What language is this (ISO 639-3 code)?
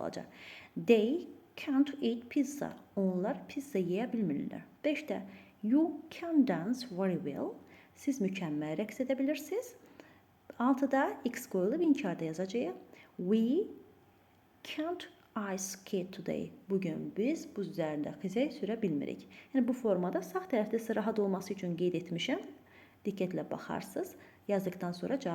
aze